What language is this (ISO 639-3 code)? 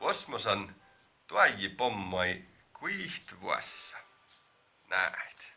sms